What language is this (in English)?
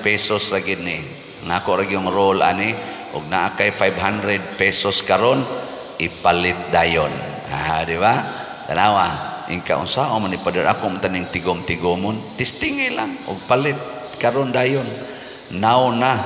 Cebuano